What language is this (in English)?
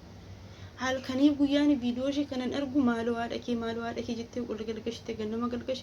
Oromo